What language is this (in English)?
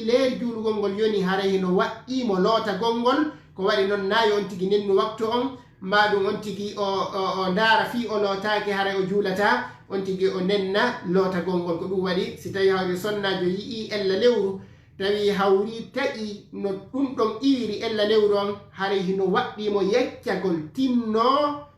Fula